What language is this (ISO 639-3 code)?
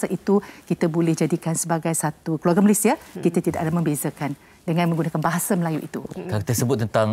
msa